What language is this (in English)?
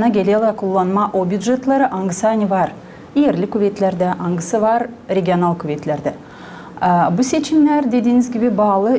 Gagauz